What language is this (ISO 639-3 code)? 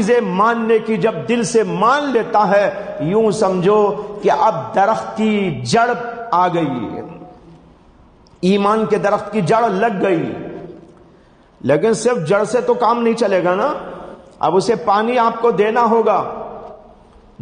urd